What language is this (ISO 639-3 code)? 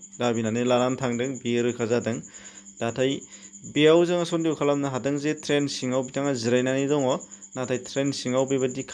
brx